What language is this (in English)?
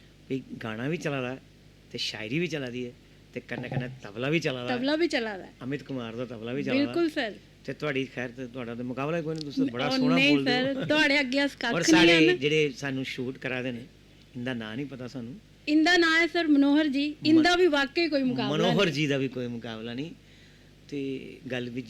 Dogri